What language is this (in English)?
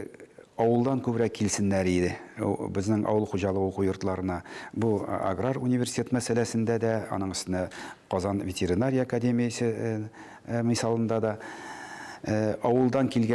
Tatar